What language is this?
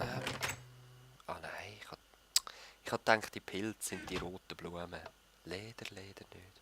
Swiss German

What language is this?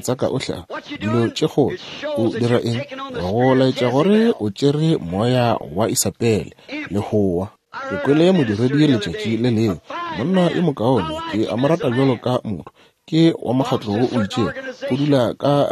Northern Sotho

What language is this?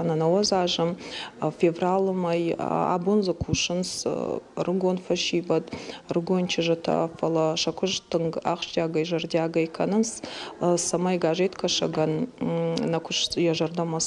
Ossetic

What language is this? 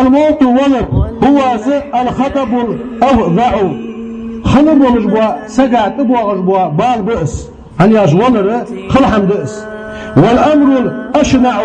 Ingush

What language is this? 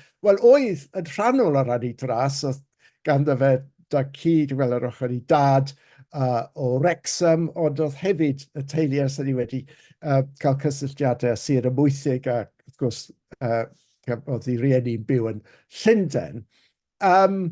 Welsh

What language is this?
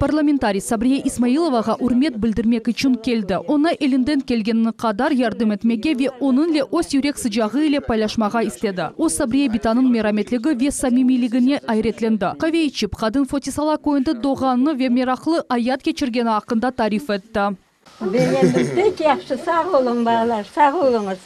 Crimean Tatar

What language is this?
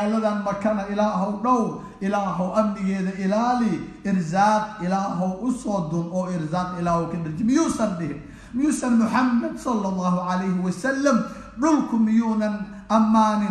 Somali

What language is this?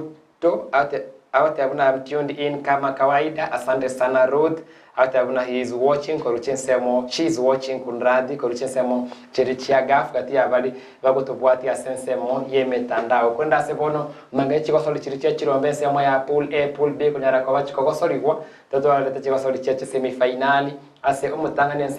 Gusii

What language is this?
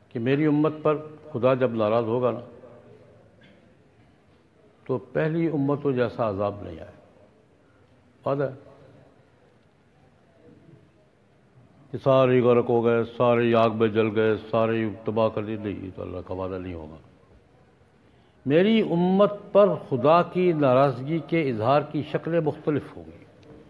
Urdu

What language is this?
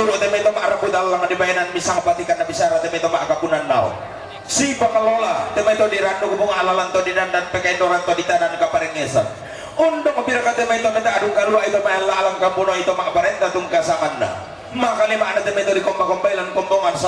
Toraja-Sa'dan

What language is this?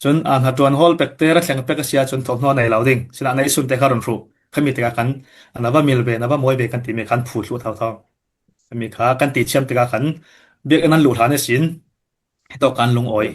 Falam Chin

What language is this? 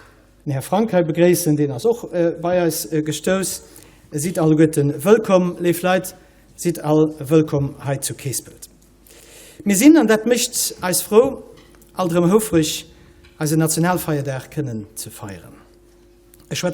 Luxembourgish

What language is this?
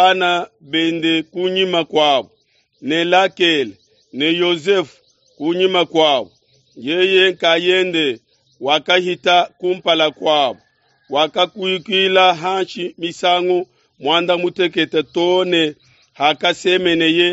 Luba-Lulua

